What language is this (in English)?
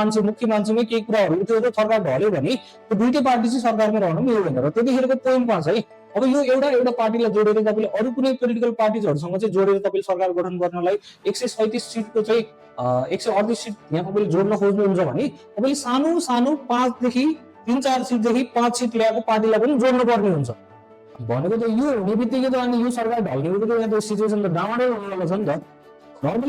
Nepali